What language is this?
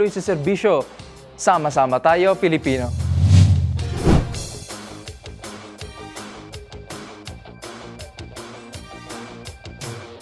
Filipino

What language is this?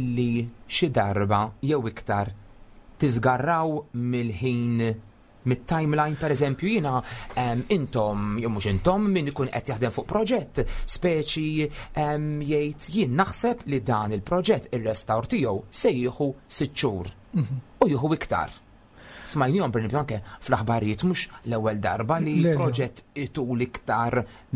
Maltese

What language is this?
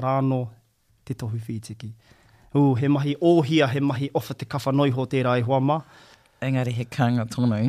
Māori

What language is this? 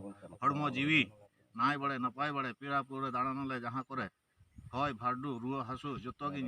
Santali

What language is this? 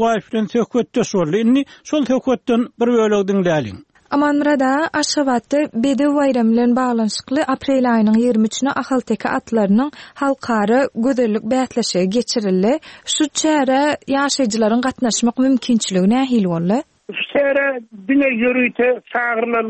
Turkmen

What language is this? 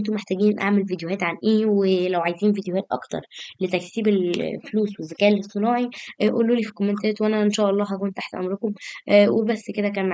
Egyptian Arabic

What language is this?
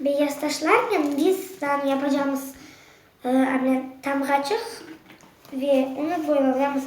Crimean Tatar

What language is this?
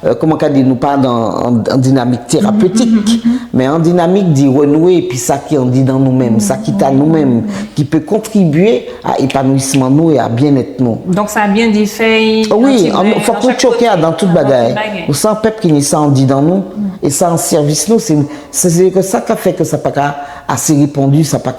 Guadeloupean Creole French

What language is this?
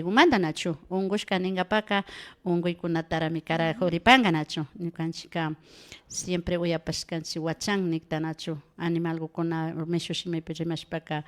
Imbabura Highland Quichua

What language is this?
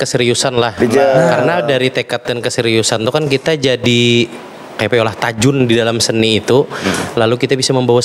Banjar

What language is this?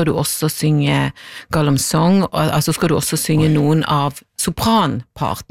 Norwegian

